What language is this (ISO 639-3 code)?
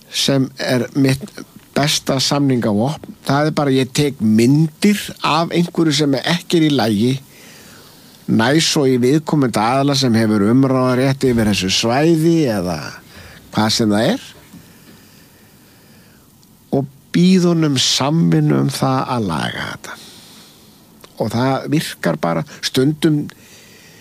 isl